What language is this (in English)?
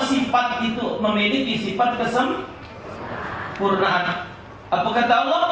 Musi